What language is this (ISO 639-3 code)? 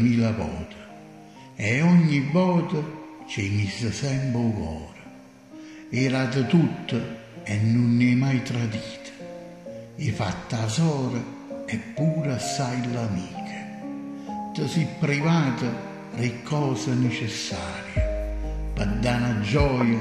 nap